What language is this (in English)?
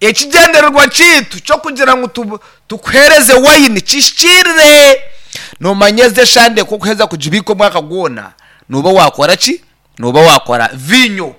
Nyankole